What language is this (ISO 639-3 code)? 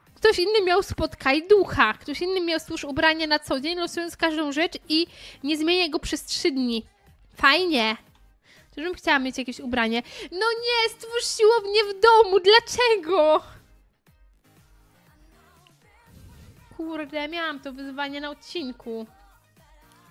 pol